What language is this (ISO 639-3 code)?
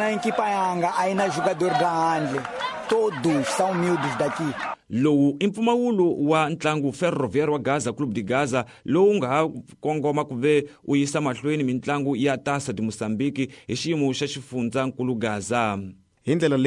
tso